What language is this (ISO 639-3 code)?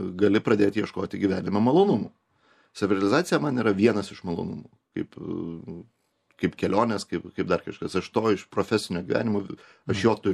lit